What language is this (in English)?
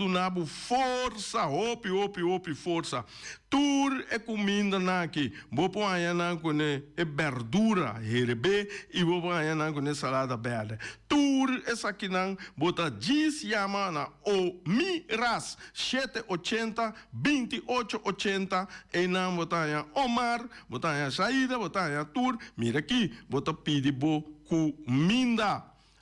Papiamento